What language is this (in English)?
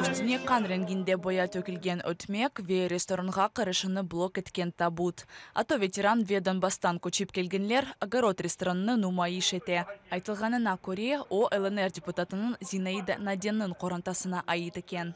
Crimean Tatar